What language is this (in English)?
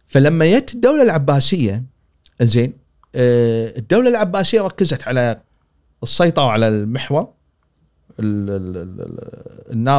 Gulf Arabic